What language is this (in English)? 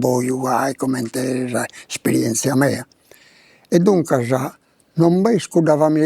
Sardinian